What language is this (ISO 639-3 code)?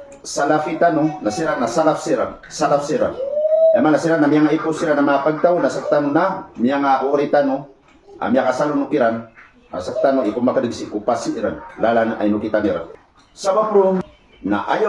mrw